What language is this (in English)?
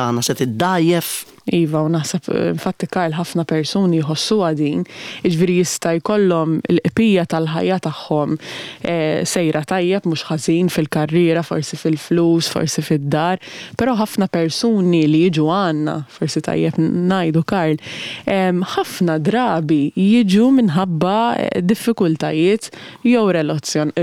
Maltese